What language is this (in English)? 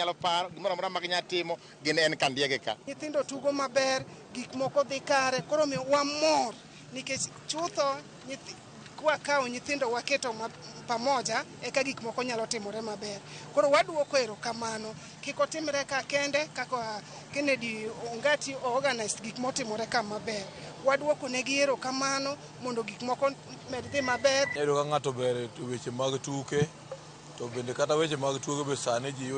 Luo (Kenya and Tanzania)